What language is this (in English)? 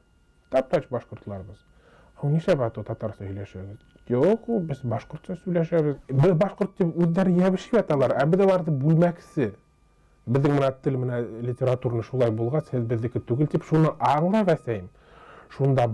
Bashkir